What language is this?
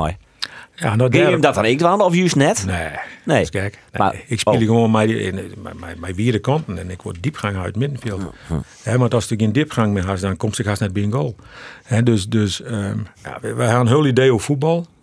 Western Frisian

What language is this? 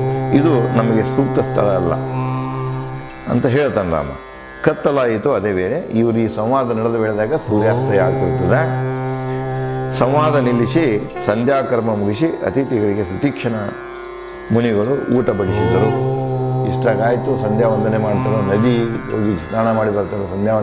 Kannada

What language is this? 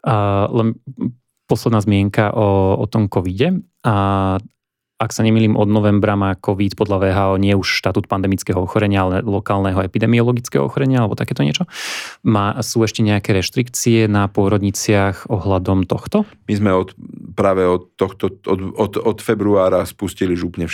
Slovak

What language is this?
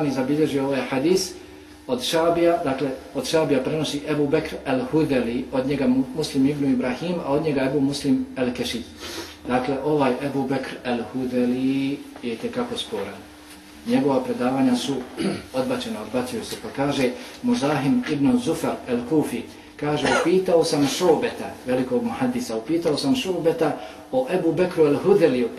Bosnian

